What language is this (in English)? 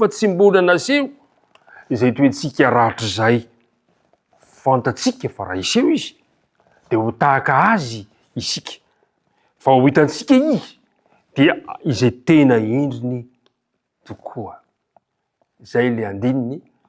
Malagasy